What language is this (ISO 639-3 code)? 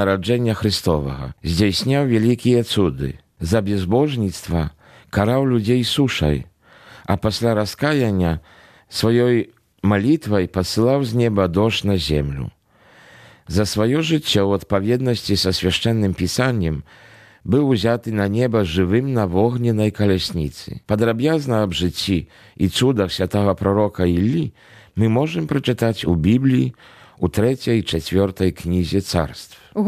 bel